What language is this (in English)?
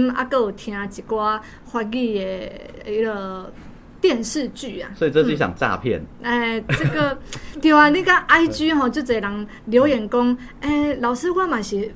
Min Nan Chinese